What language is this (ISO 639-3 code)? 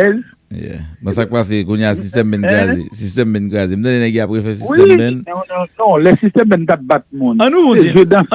hat